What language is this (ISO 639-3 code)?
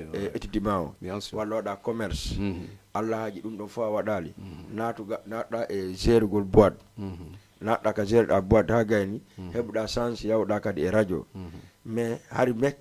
ful